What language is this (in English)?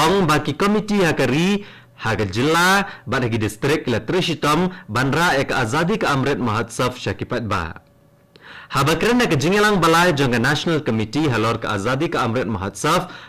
Khasi